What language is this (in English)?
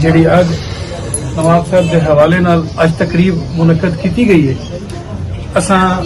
Saraiki